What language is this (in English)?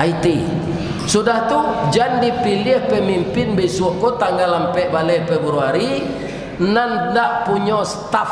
Minangkabau